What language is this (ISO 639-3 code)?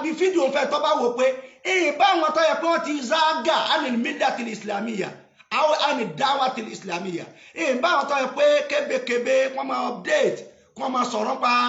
yor